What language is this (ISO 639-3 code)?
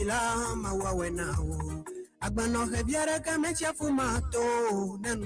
ewe